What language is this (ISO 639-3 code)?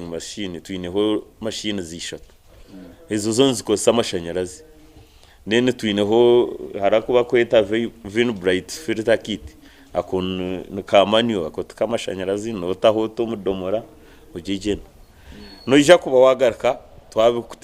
nyn